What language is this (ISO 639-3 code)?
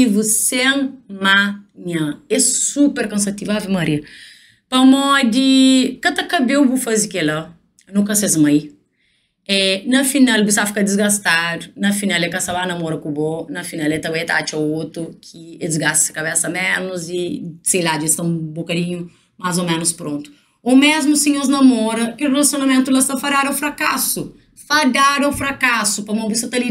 kea